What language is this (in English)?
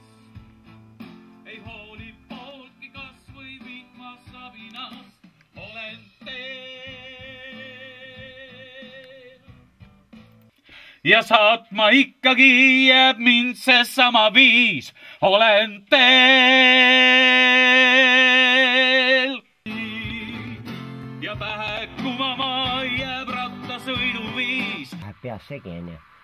Estonian